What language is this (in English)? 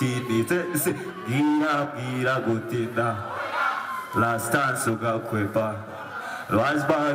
Kinyarwanda